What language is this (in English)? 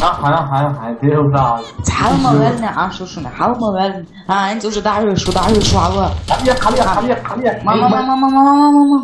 Chechen